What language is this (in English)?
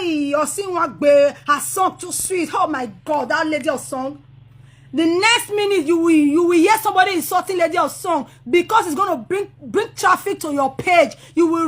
Nigerian Pidgin